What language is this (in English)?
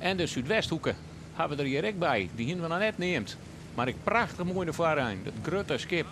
Western Frisian